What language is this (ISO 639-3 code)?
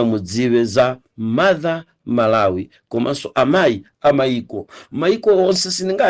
nya